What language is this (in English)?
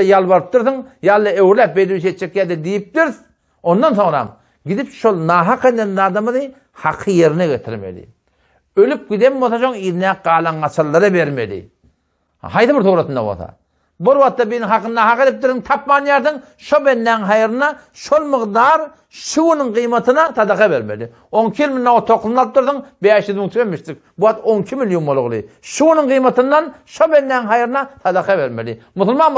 Turkmen